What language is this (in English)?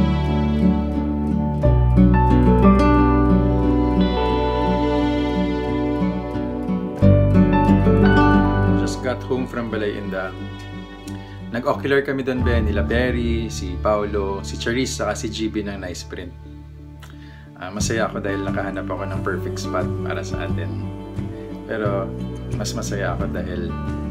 Filipino